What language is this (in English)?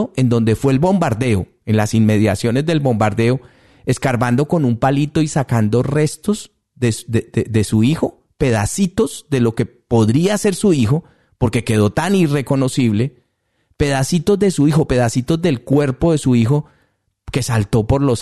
Spanish